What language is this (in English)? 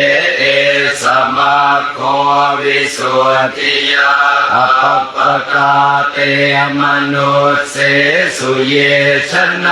Pali